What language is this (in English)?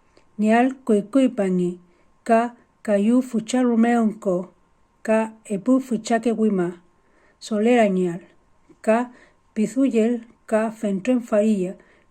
Mapuche